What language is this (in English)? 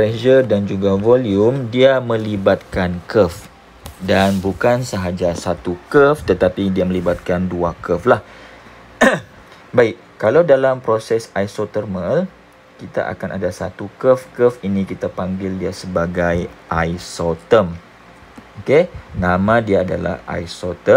Malay